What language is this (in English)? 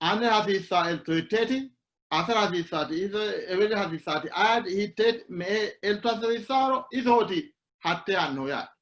Sidamo